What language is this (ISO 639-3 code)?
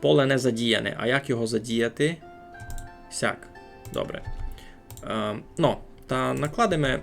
rue